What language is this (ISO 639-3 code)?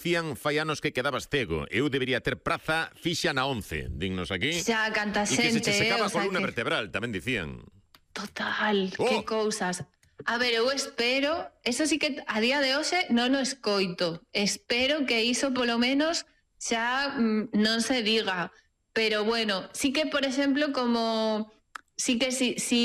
glg